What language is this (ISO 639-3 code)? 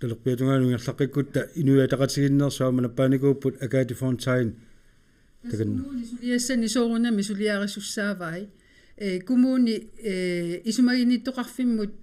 kal